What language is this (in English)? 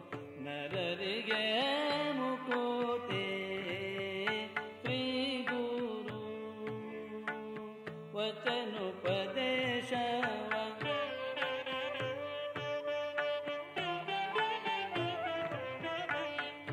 Kannada